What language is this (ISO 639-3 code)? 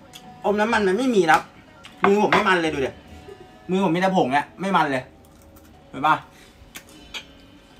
tha